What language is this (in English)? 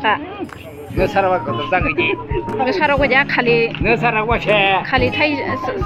Kok Borok